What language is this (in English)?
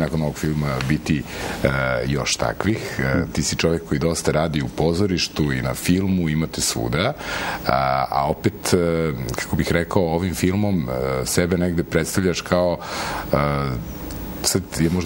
Serbian